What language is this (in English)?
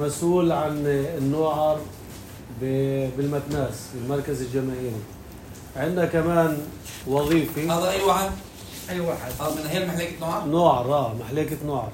North Levantine Arabic